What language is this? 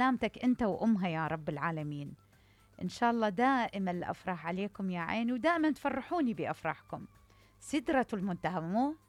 Mesopotamian Arabic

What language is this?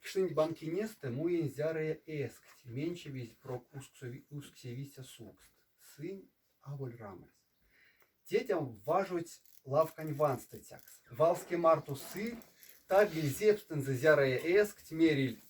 Erzya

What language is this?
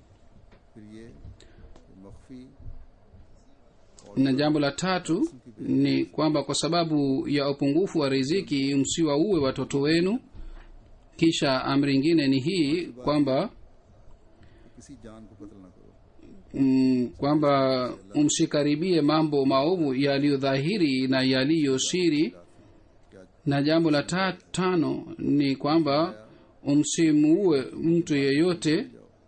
Swahili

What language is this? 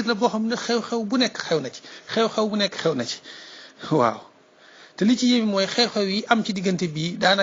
Wolof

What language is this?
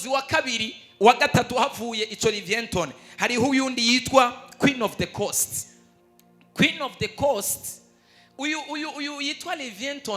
Rundi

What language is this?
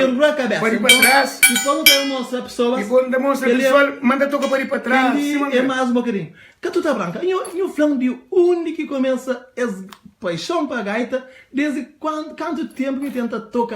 Kabuverdianu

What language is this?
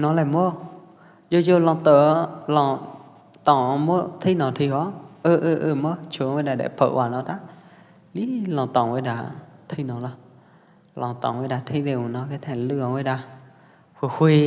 Pwo Eastern Karen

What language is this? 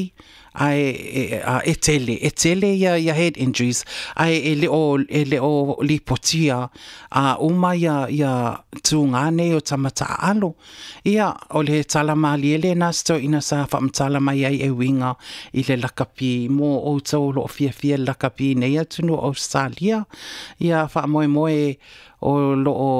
Samoan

